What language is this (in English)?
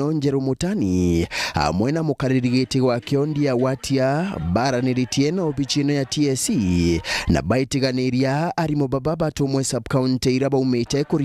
Meru